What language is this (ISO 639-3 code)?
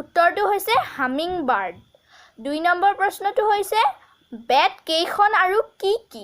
asm